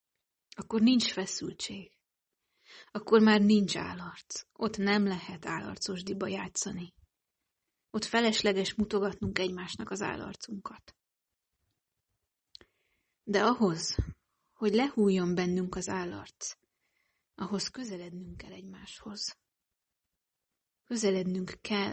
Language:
Hungarian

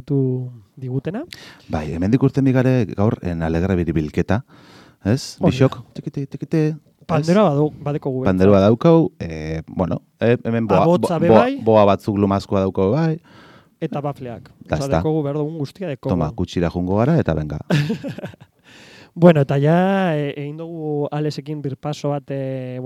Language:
Basque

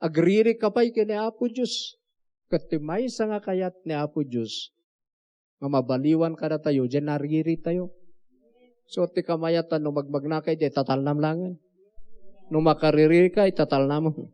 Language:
Iloko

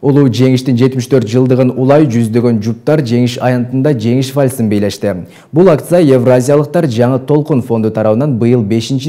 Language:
Kyrgyz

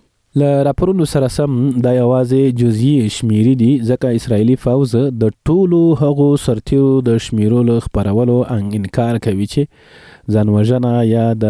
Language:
Pashto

